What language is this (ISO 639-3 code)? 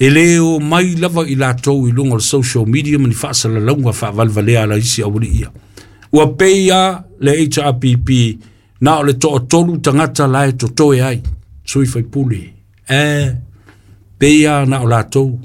smo